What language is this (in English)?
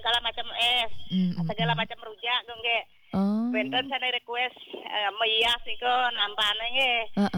Balinese